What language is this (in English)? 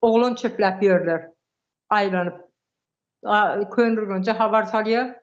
Turkmen